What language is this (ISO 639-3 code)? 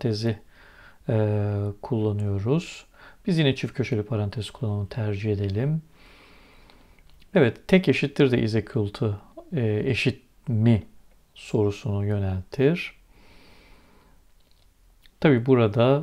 tur